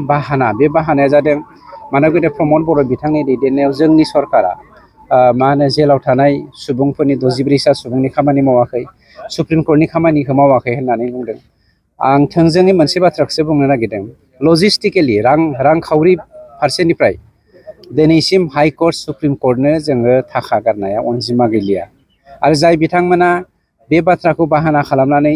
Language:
Bodo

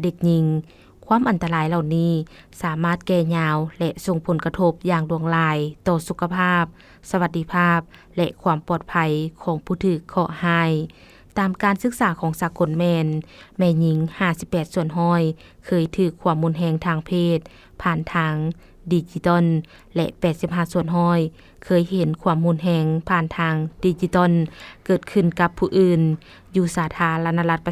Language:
Lao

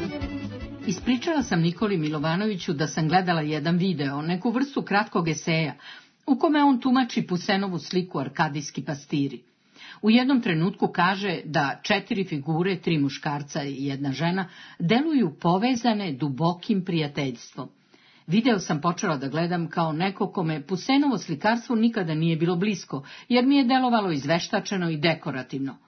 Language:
Serbian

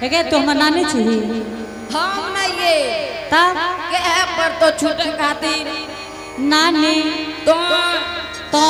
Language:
Angika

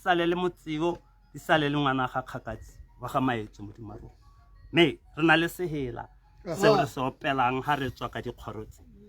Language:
Tswana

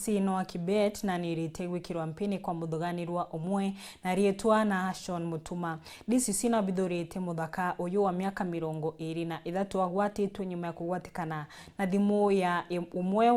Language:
Meru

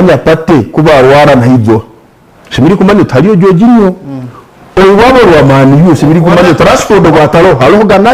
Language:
Nyankole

